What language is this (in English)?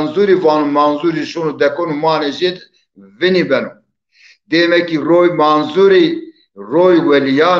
Zaza